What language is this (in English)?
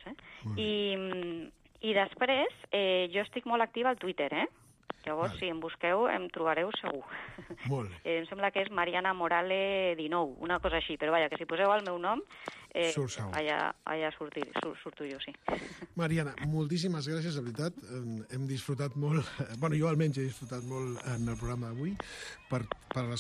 Catalan